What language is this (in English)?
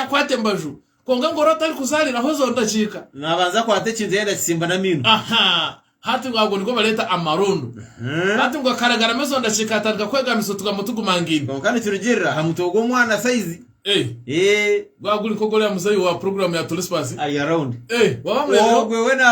Nyankole